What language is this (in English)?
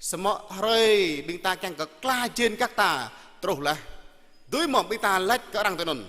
Jarai